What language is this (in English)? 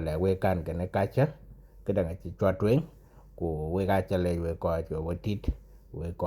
Dinka